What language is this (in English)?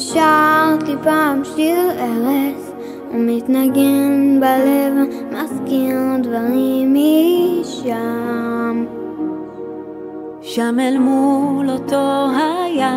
Hebrew